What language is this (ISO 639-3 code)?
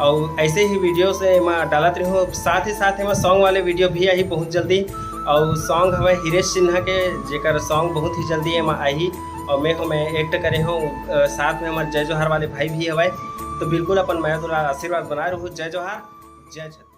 hne